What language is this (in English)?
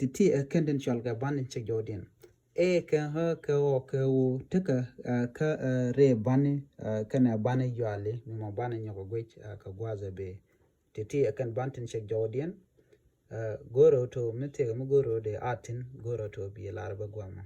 Nuer